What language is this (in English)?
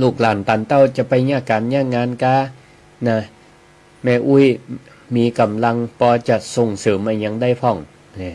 Northern Thai